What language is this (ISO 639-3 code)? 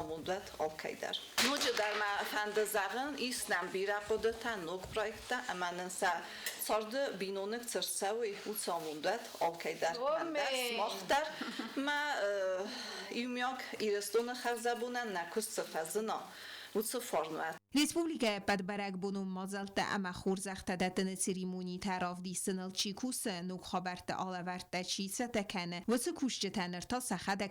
oss